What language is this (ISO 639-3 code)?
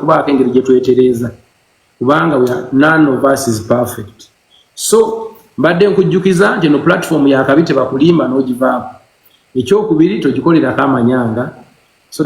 lug